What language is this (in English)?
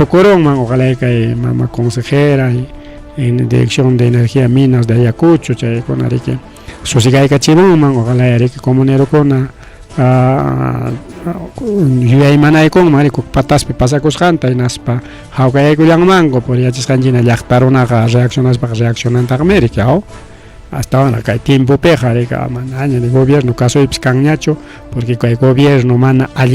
Ayacucho Quechua